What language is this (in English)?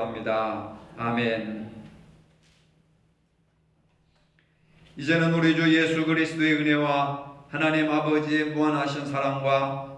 Korean